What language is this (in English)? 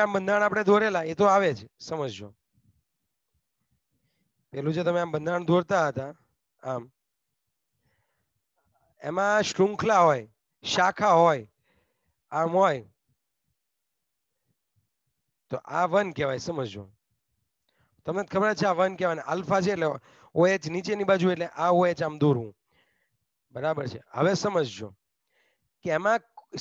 Gujarati